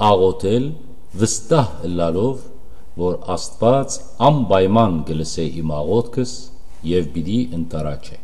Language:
Western Armenian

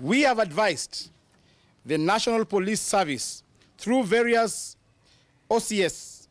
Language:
Kamba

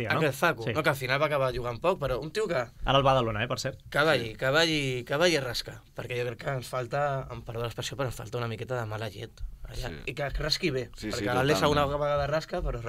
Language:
Catalan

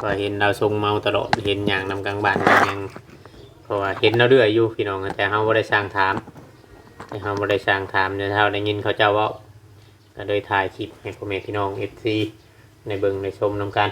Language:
Northeastern Thai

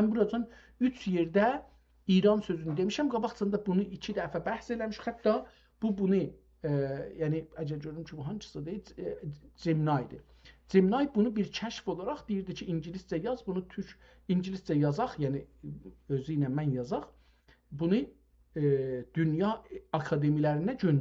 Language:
South Azerbaijani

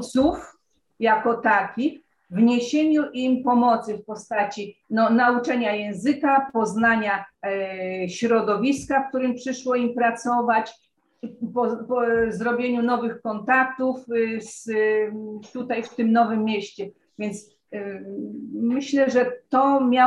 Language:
Polish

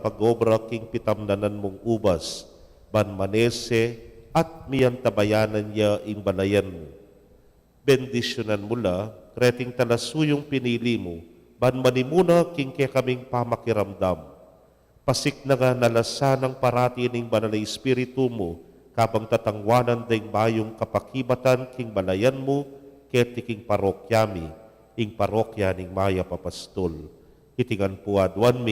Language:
Pampanga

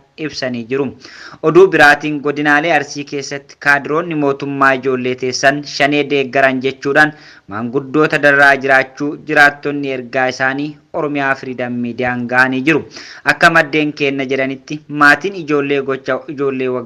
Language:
Oromo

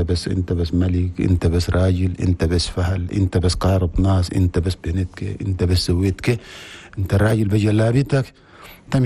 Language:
Chadian Arabic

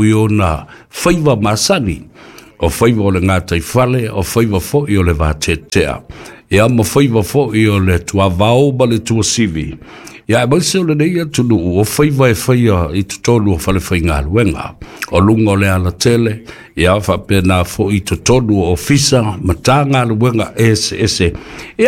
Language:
Samoan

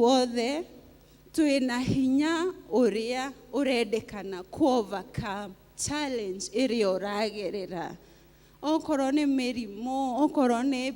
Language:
Kikuyu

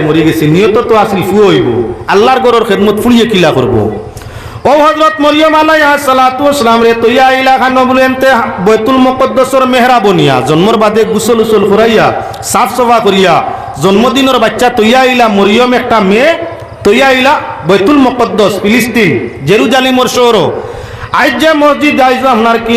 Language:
Sylheti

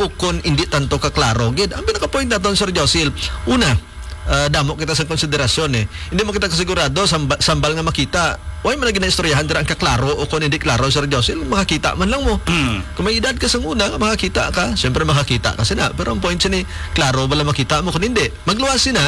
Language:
Hiligaynon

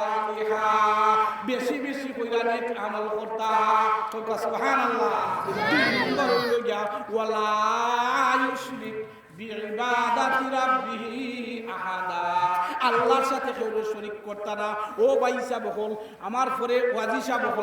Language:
Sylheti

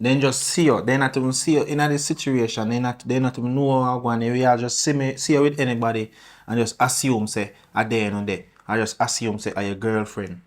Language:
Jamaican Creole English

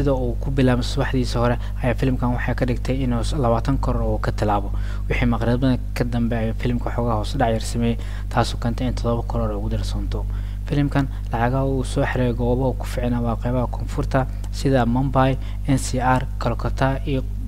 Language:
Somali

